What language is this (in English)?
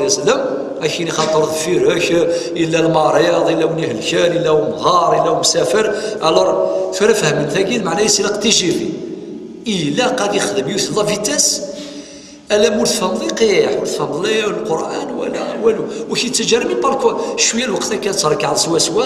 Kabyle